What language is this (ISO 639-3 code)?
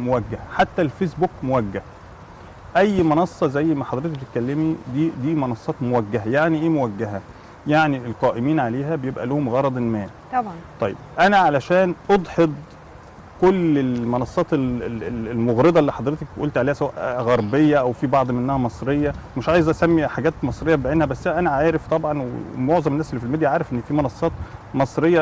arz